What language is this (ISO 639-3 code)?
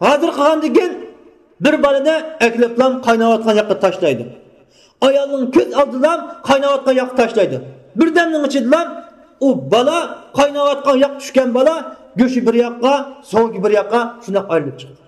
uig